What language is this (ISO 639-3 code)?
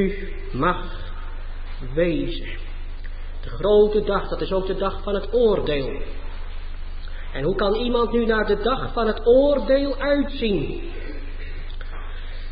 nld